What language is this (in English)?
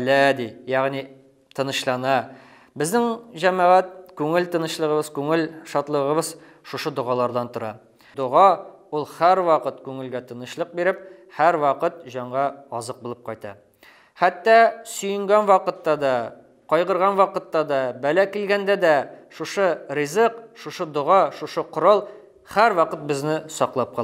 Bashkir